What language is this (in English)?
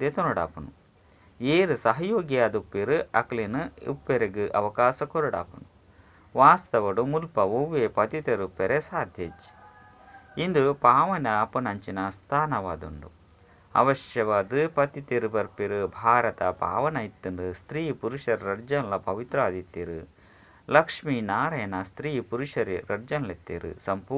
Tulu